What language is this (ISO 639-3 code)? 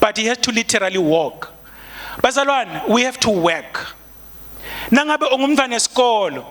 ssw